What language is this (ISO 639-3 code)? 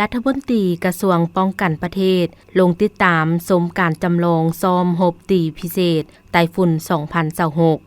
lao